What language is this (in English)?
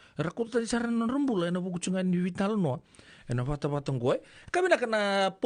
Fijian